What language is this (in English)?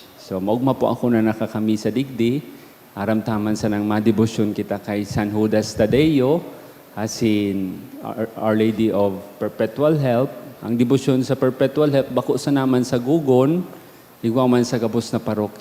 Bikol